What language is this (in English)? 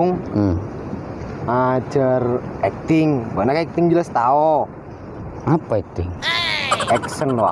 Madurese